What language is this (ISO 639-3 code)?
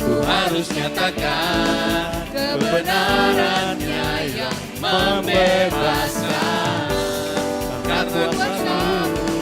bts